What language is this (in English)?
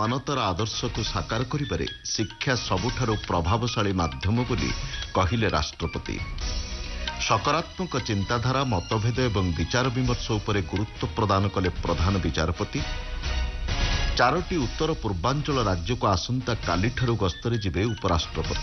Odia